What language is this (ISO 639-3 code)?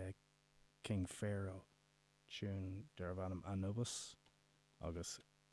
gle